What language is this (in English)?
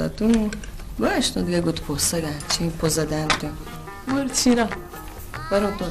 Baluchi